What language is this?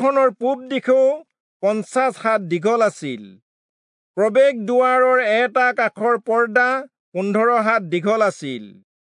Assamese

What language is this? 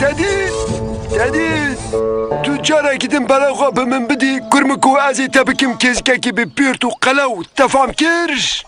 Kurdish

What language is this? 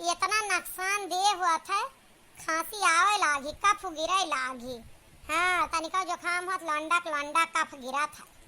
Awadhi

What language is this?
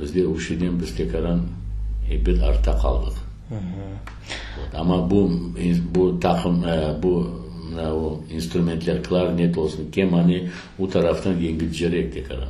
Crimean Tatar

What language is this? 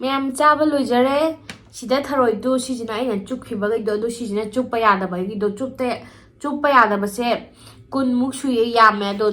Manipuri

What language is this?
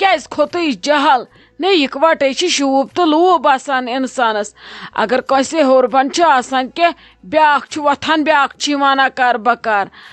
Kashmiri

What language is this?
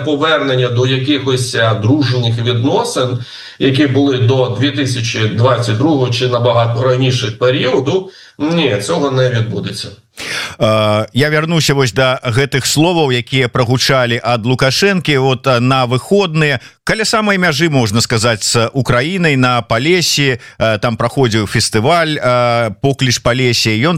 Ukrainian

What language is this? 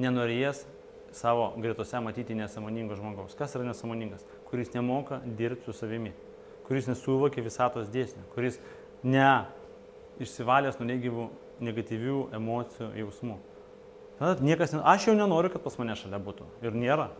Lithuanian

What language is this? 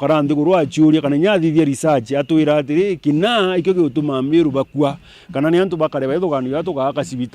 Meru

